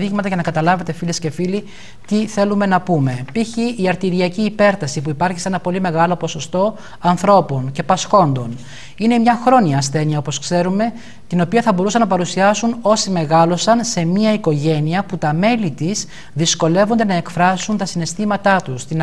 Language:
Greek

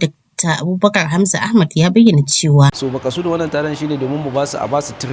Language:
Hausa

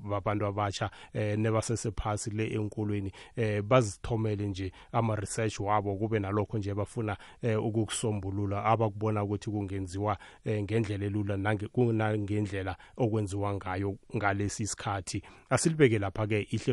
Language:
South Ndebele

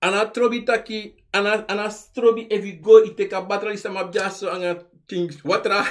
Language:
Sranan Tongo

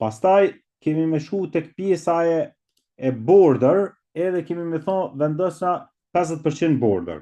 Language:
Albanian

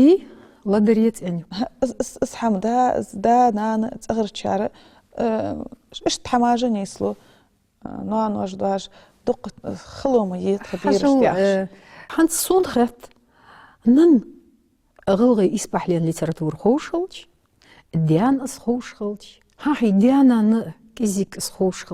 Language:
Ingush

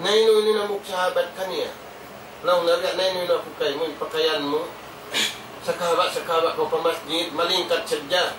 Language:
Tausug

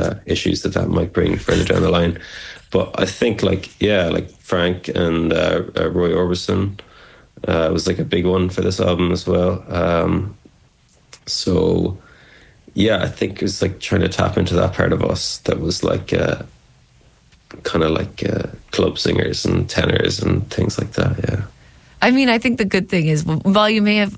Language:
English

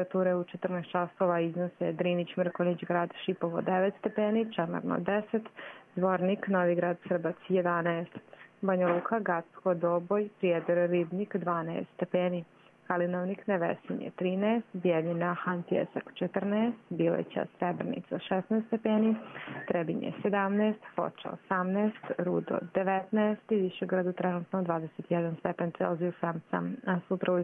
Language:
Croatian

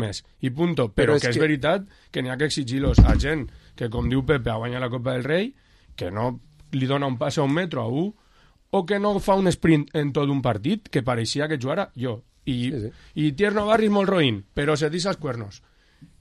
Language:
Catalan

